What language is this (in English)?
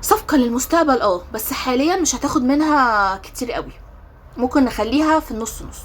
Egyptian Arabic